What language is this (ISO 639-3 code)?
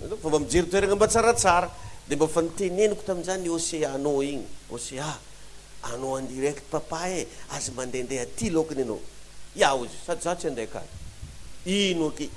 mlg